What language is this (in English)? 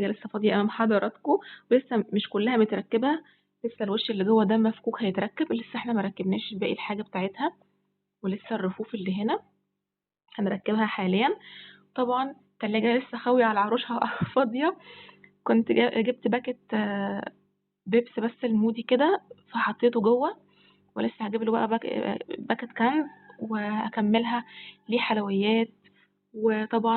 Egyptian Arabic